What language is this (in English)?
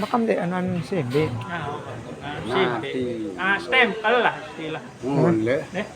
Sasak